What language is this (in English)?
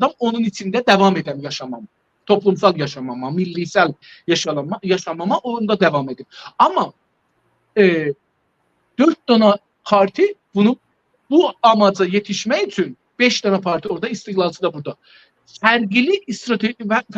South Azerbaijani